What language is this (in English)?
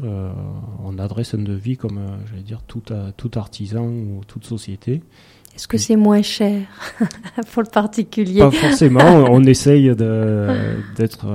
French